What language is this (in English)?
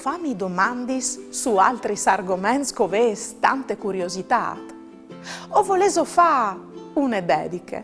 Friulian